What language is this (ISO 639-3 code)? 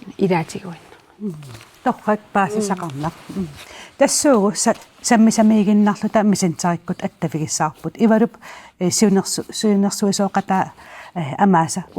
kal